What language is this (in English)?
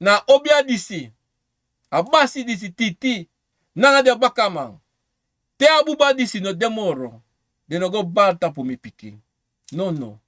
Sranan Tongo